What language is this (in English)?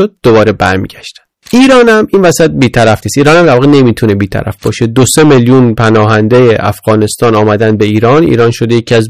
Persian